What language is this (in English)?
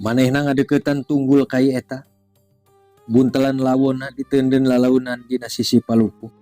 Sundanese